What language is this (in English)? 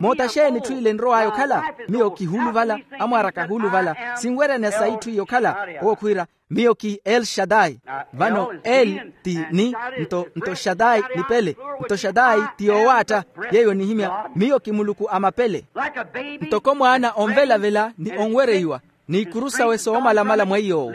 Makhuwa